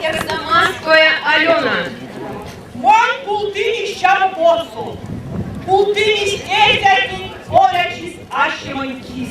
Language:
Erzya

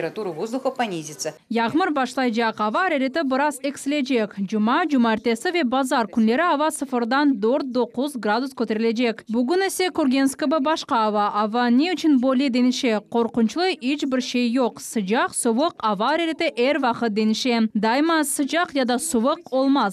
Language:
Crimean Tatar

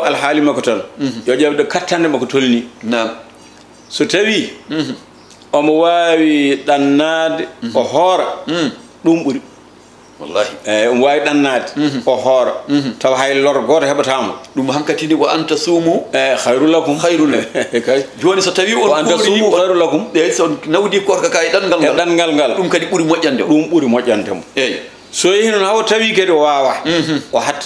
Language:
Fula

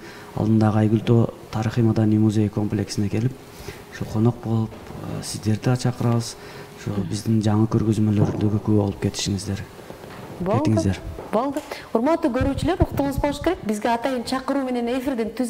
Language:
Kyrgyz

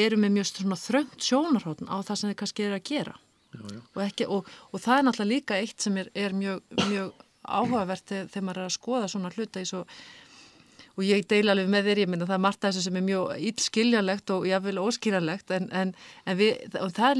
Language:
Icelandic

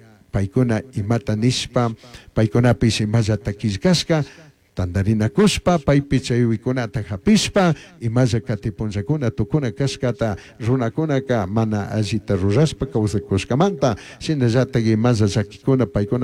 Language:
Chimborazo Highland Quichua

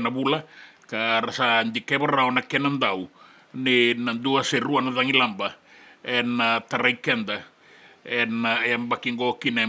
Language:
Fijian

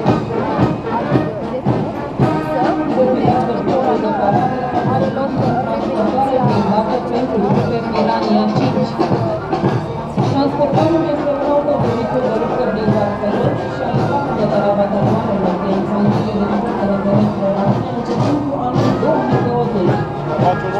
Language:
Romanian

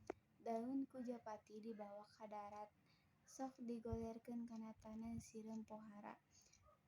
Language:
Sundanese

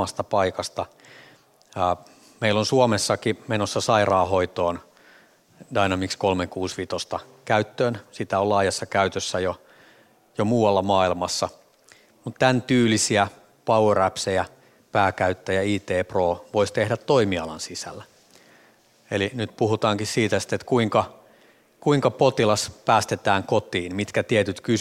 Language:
Finnish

